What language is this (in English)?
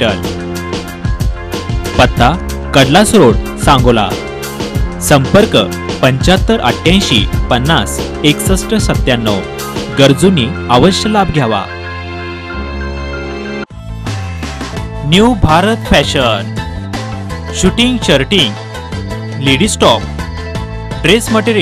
Marathi